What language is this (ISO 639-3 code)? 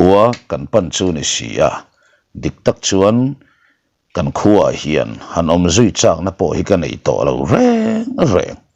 lus